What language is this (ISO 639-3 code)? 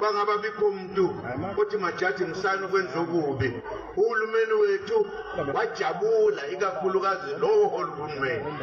zul